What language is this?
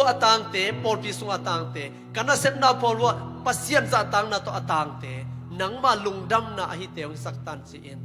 Tedim Chin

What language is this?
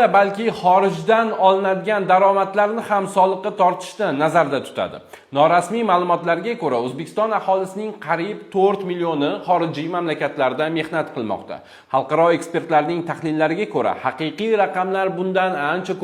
Uzbek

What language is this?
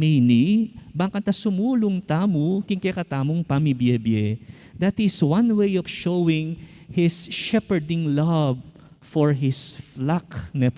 Pampanga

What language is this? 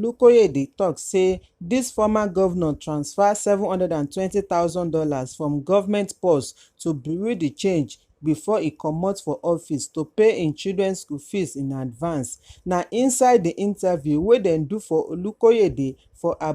Nigerian Pidgin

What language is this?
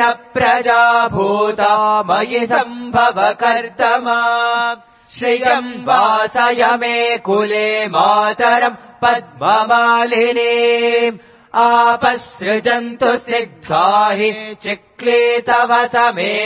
Sanskrit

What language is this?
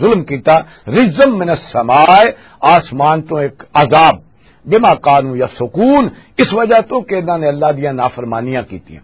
Western Panjabi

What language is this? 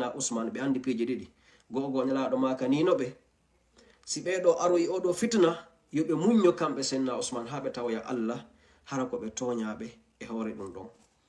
Fula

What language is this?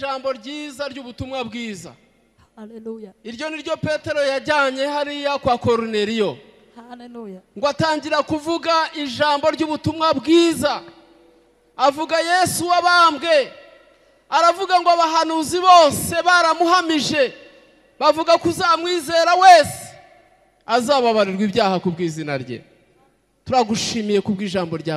Kinyarwanda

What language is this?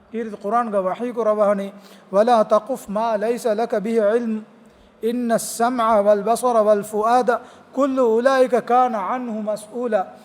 Divehi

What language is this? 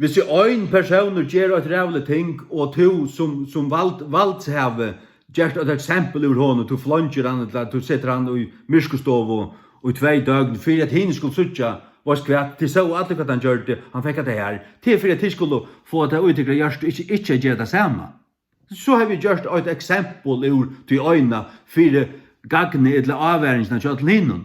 Faroese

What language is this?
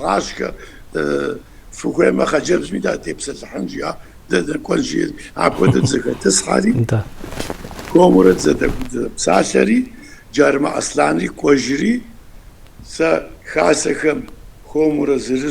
Kabardian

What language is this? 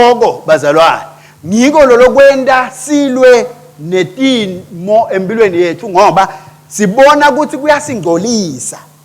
Swati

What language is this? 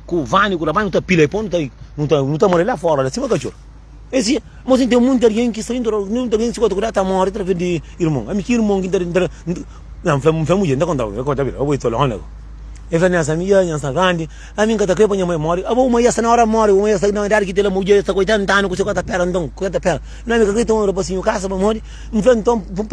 Kabuverdianu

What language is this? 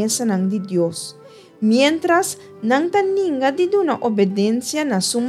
Papiamento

